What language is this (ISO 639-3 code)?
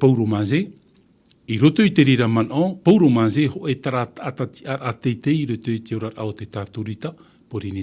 tah